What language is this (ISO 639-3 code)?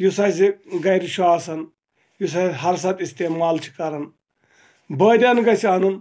kas